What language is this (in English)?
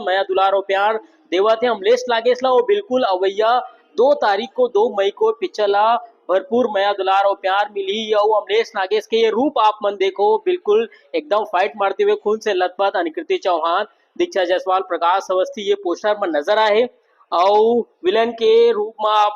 Chhattisgarhi